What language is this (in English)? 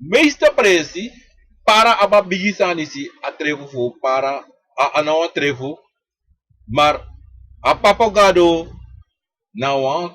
Sranan Tongo